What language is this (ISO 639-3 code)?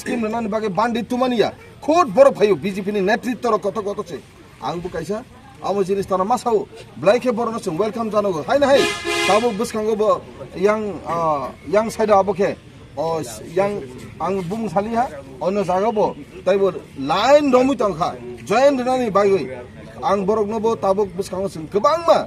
trp